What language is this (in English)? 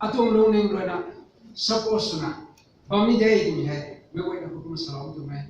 Rongmei Naga